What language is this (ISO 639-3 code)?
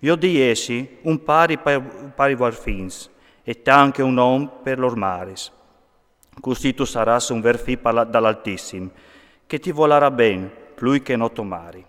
fur